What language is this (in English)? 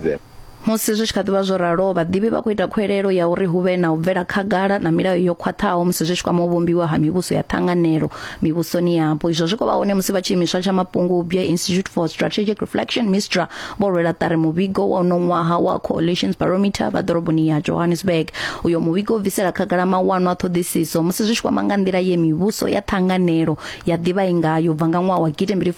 Venda